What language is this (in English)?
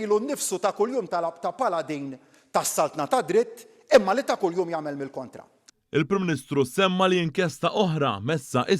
Maltese